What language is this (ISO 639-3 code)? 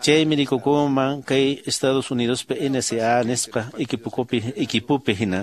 que